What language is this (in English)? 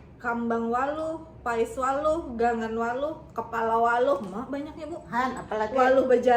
Banjar